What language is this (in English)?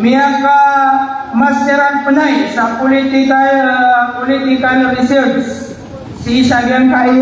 Maranao